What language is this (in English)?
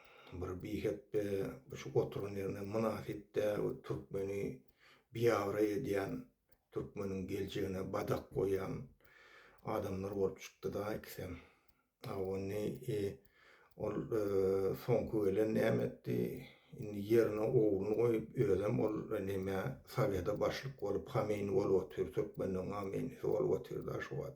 Turkmen